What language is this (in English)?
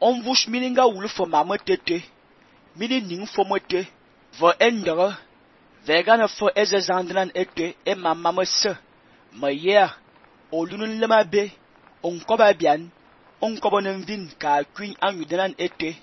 Fang